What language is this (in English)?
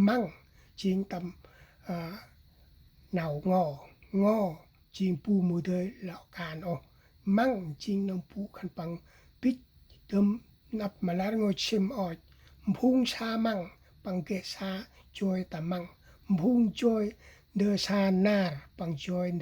Central Mnong